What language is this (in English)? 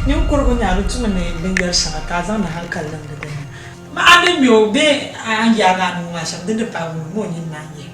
Dagbani